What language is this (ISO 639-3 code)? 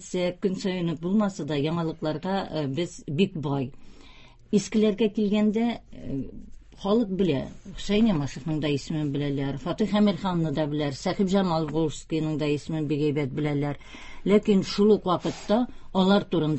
tat